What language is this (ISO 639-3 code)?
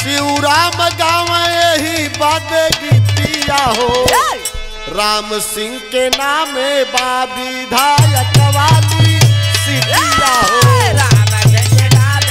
bho